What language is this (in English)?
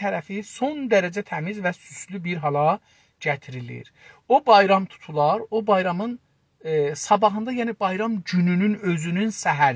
South Azerbaijani